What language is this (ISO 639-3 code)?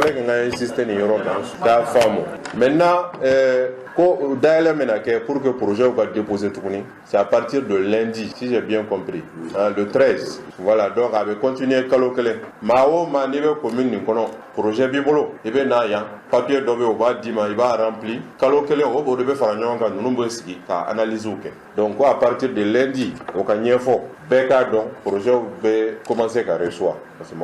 bam